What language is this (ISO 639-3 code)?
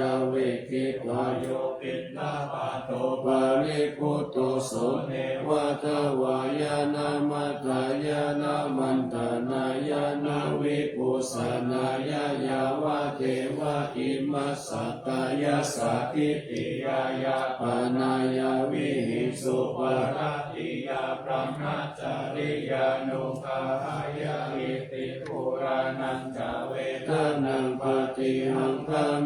pli